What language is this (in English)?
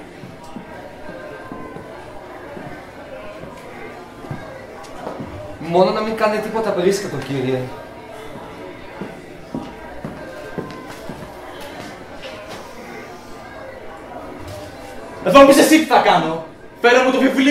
Greek